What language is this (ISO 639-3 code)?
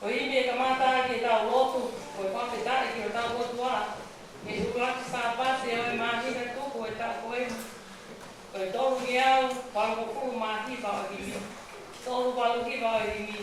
ton